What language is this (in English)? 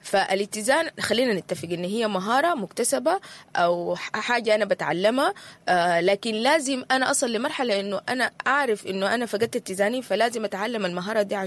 Sudanese Arabic